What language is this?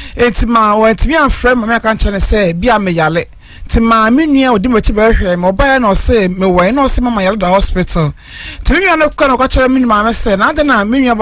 Akan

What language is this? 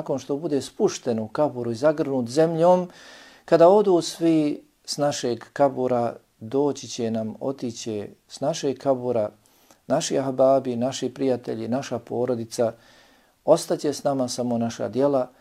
Bosnian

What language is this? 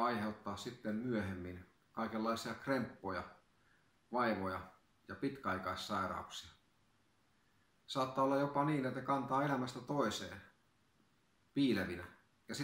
Finnish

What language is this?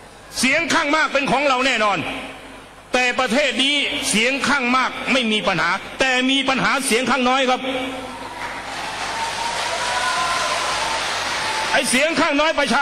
Thai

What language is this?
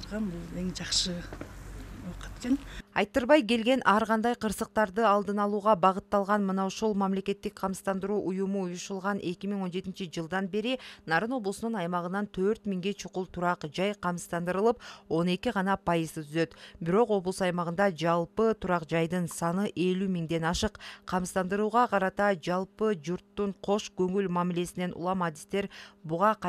Kyrgyz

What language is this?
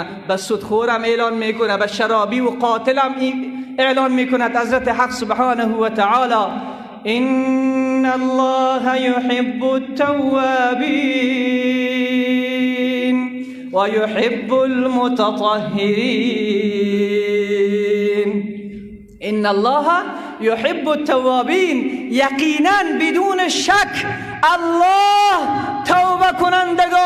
Persian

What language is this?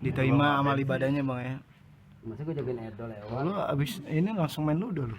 Betawi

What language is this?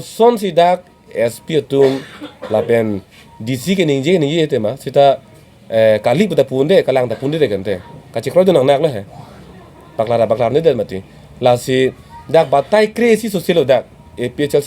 Karbi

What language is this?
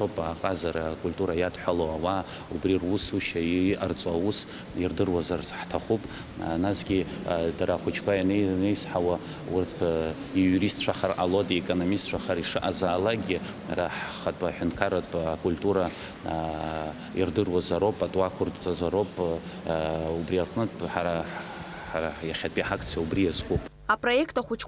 Abkhazian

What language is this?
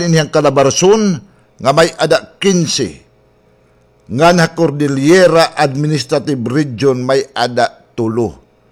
Waray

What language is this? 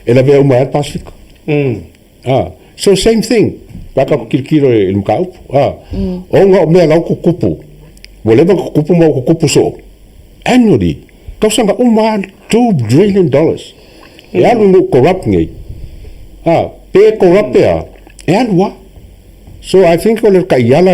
Samoan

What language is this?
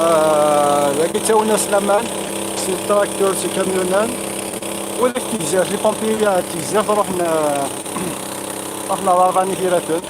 Kabyle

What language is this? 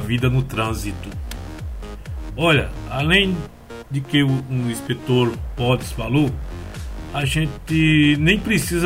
Portuguese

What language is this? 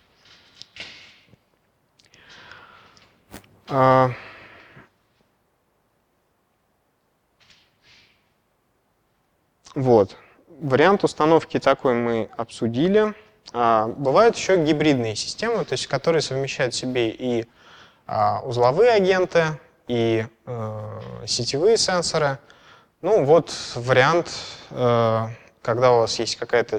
Russian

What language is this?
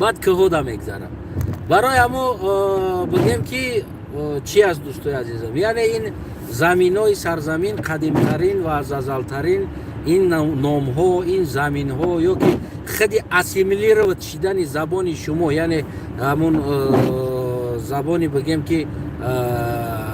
Tajik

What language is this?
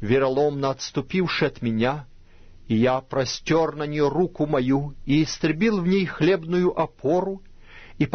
Russian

